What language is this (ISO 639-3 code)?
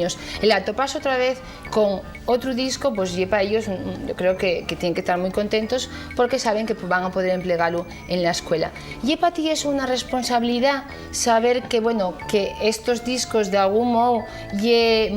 ast